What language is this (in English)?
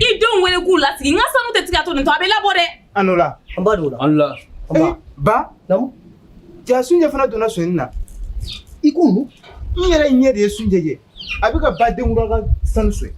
Bambara